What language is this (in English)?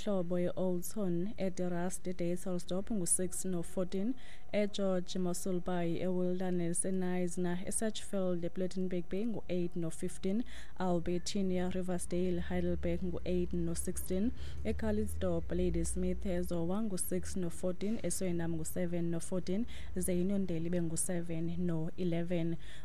Xhosa